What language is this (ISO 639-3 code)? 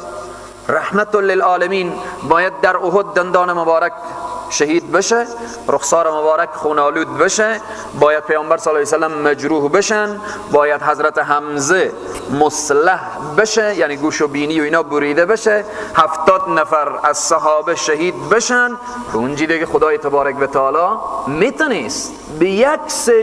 fas